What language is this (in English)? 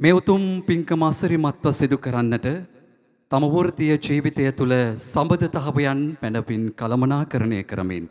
Sinhala